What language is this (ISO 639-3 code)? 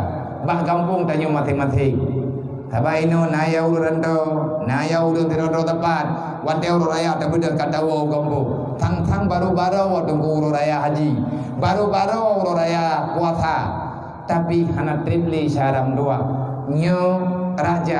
ace